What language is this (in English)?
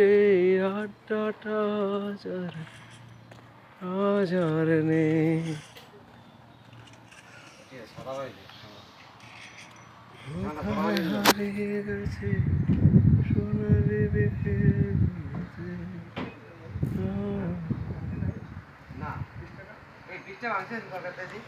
Bangla